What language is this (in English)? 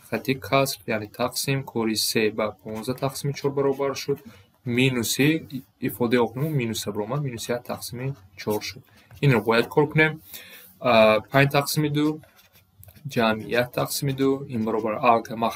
Tajik